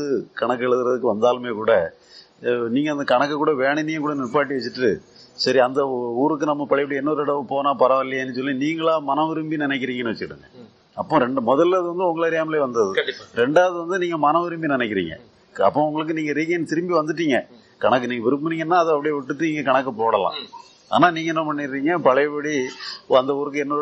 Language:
Tamil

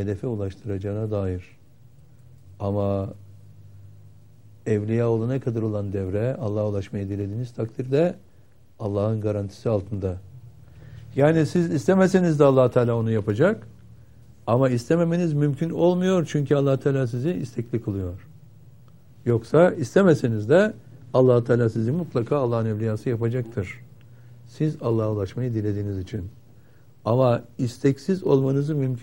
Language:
Turkish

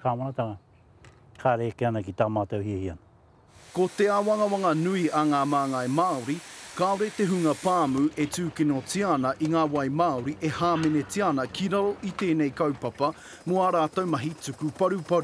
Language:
Māori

